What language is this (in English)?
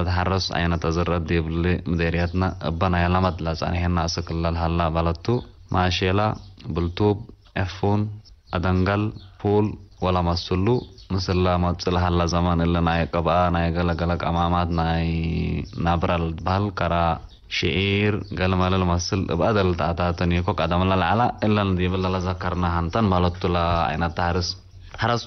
Tigre